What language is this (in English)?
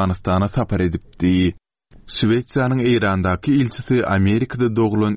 Turkmen